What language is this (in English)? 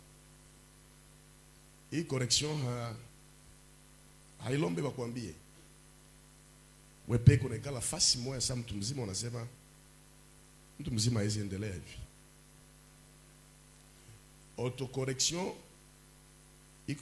Swahili